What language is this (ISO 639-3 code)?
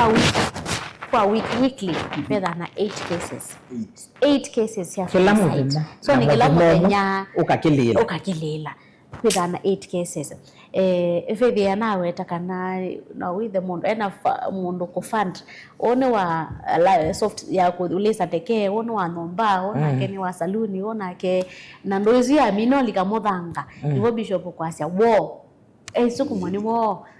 kam